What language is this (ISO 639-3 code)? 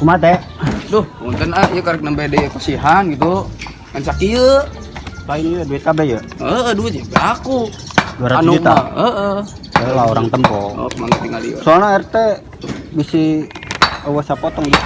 sun